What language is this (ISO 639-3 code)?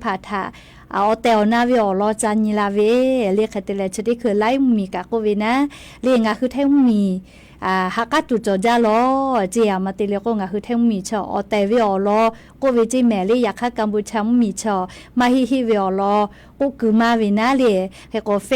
lhu